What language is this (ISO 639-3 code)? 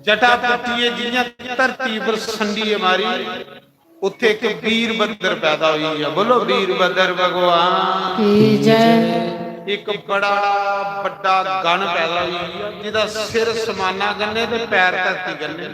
doi